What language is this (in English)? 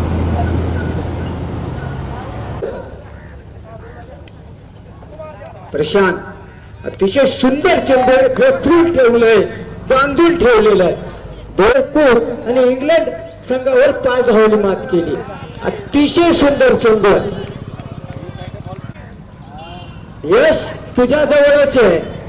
Marathi